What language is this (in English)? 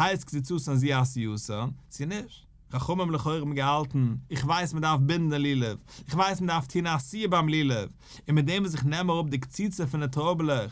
Yiddish